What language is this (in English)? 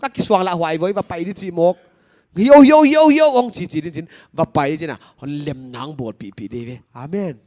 Paite Chin